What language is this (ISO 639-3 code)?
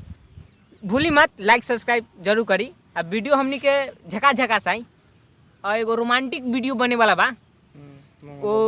bho